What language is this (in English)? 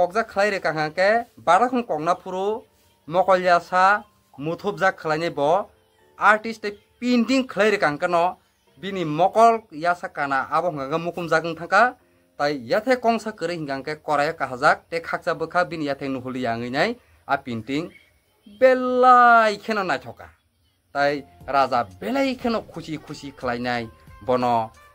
Kok Borok